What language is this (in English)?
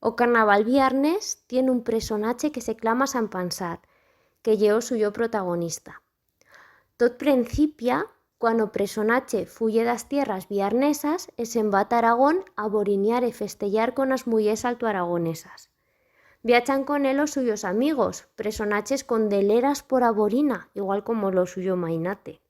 Aragonese